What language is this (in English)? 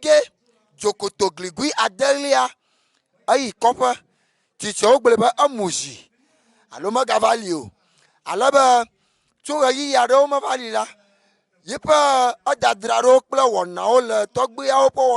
Ewe